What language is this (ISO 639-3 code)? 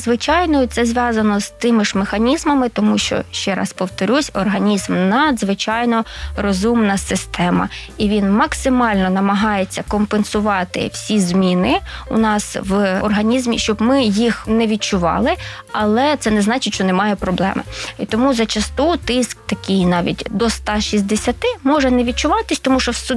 ukr